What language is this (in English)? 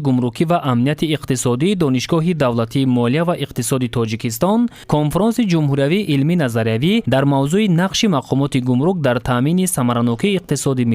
Tajik